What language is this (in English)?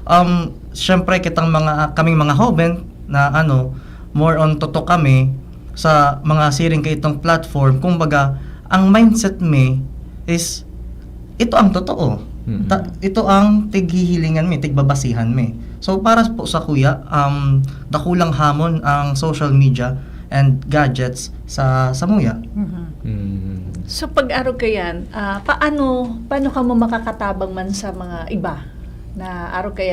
Bikol